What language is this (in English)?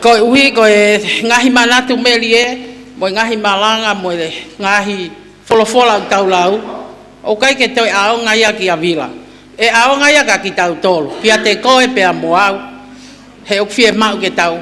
Tongan